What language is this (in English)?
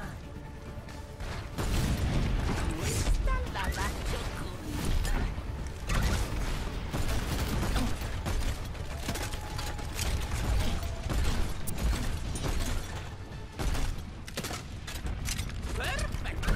Italian